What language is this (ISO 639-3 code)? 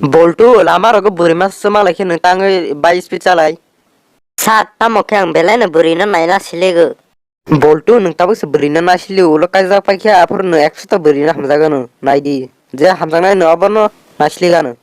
trp